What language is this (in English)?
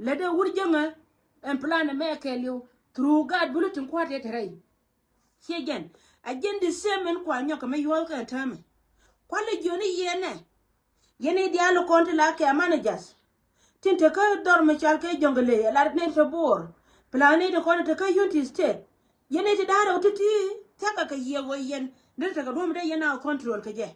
Nuer